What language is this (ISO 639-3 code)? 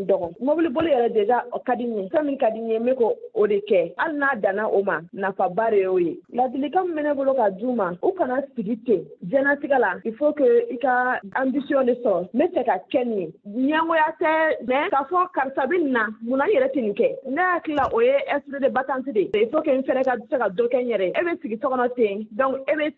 bam